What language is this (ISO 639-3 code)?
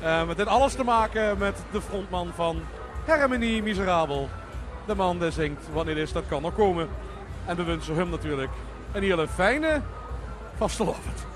lim